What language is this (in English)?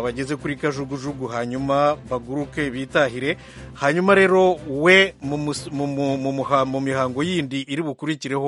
Kinyarwanda